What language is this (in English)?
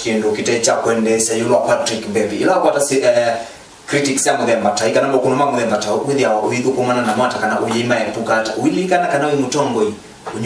Kamba